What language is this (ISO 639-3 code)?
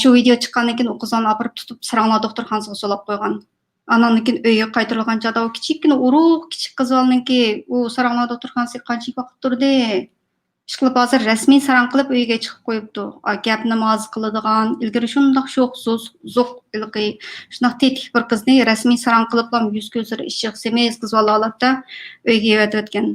uig